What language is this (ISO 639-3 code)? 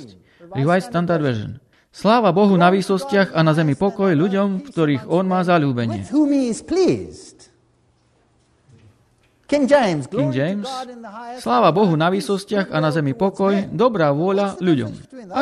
slk